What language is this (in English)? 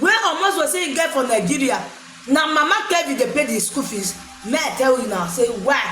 Nigerian Pidgin